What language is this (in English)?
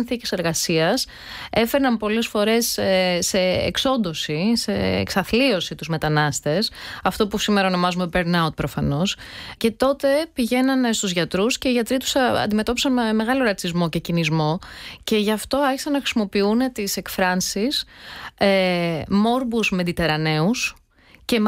Greek